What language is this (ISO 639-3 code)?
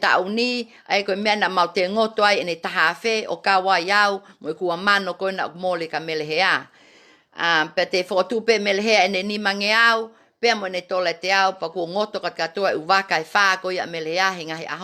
ton